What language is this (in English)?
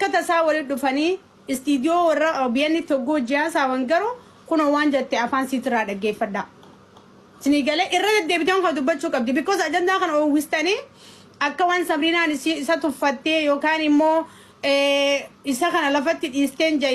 Oromo